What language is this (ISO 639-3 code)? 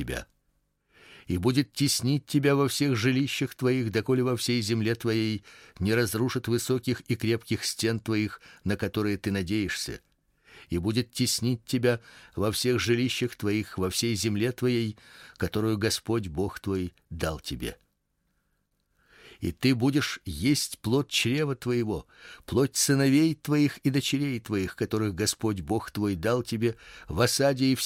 rus